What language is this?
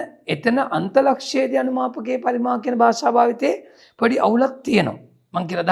Sinhala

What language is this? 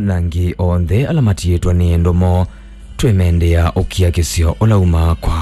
Kamba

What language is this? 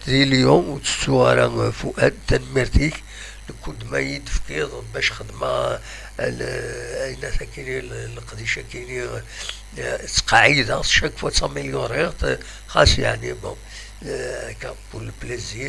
Kabyle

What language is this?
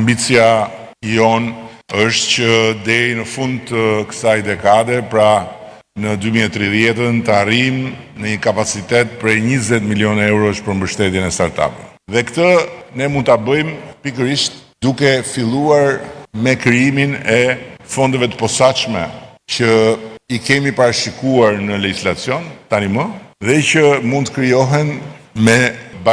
Albanian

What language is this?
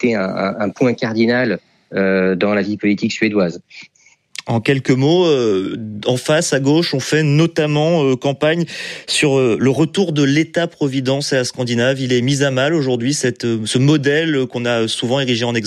French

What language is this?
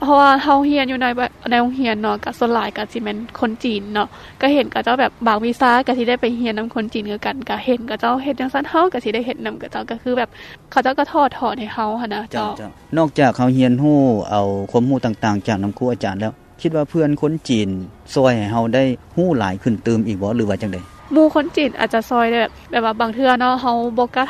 Lao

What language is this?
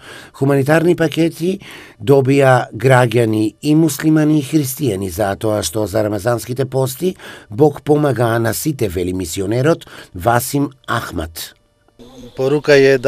Macedonian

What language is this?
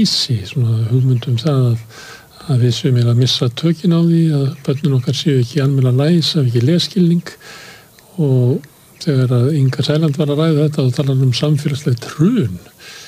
Icelandic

